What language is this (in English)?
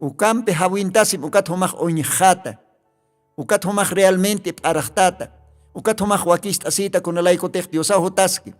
Aymara